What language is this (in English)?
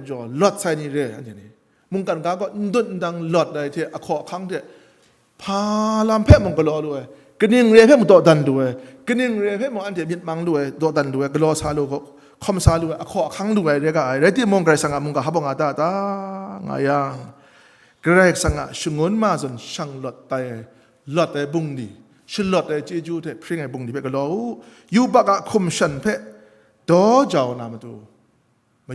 Kachin